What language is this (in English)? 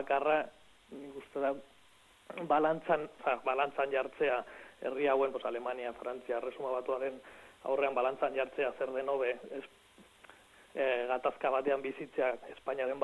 Basque